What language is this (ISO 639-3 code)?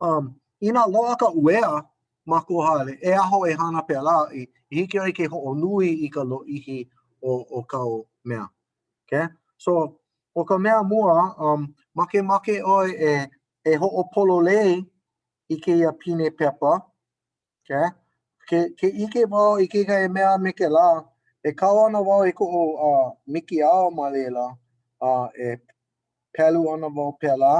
haw